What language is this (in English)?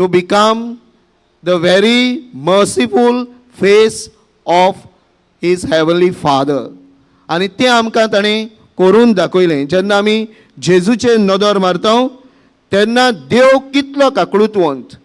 Konkani